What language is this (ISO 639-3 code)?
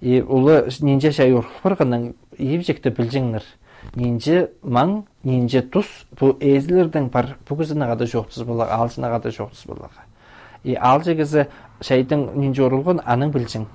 kjh